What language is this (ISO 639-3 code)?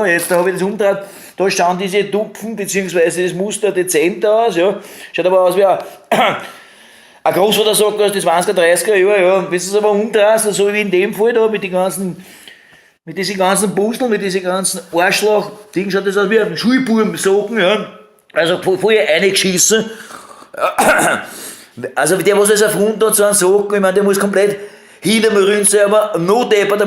bar